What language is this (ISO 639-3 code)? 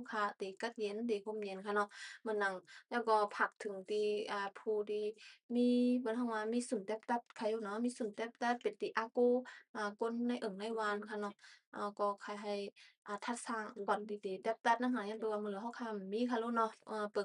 shn